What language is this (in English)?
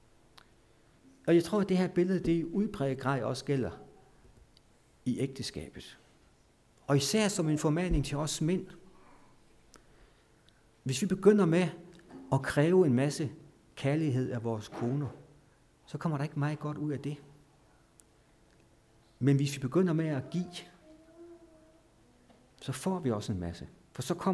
Danish